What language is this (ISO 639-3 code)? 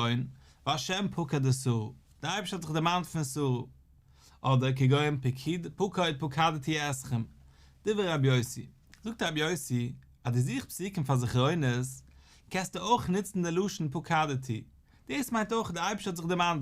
yid